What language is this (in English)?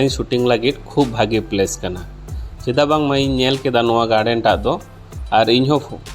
Santali